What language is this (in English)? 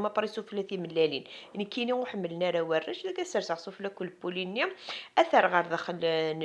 Kabyle